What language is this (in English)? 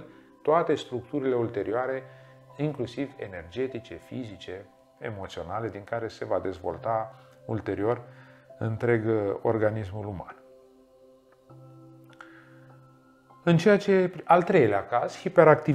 Romanian